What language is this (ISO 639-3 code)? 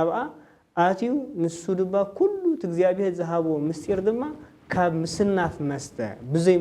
tir